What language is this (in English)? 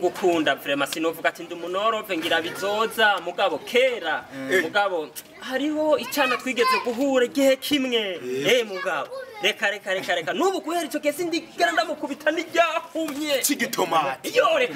Rundi